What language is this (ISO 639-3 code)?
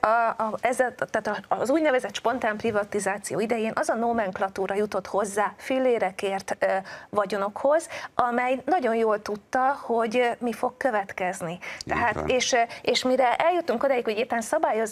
hun